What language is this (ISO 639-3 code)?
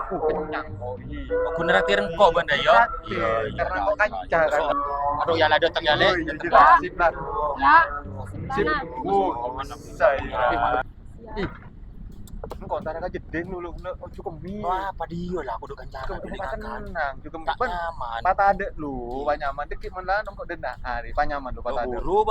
mad